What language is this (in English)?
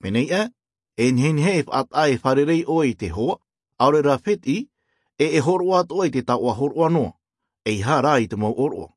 Tahitian